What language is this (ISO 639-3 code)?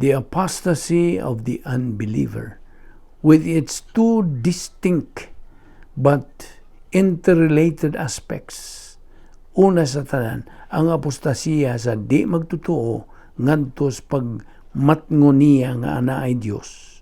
ceb